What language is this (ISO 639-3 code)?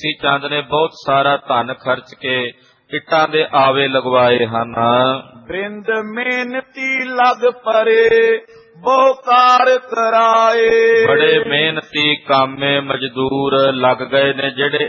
pan